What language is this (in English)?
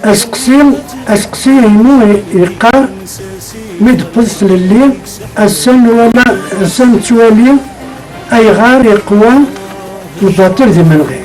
Kabyle